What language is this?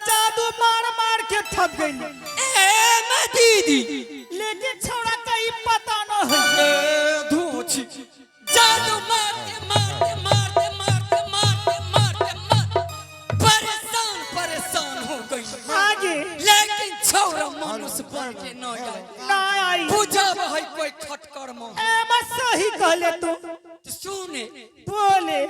Angika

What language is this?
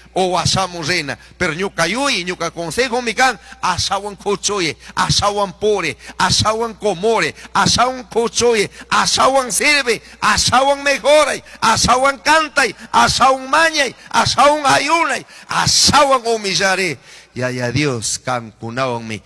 Chimborazo Highland Quichua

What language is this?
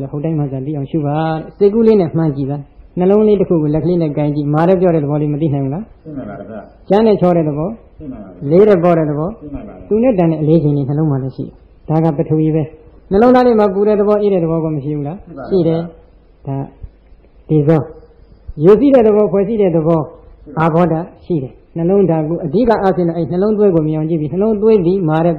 Burmese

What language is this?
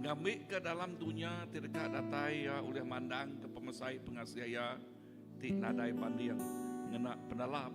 Iban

